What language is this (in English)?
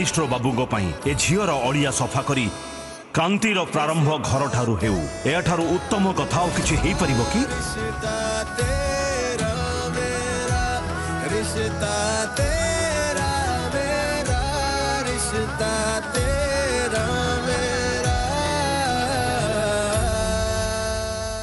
Odia